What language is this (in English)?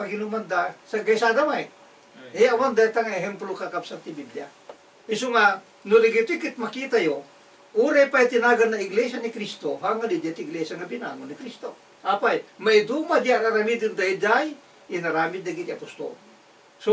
Iloko